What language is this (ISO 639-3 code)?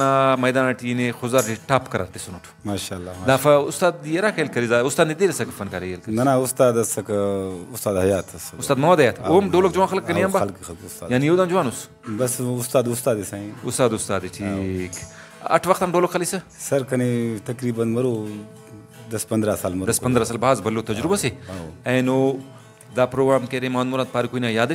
brh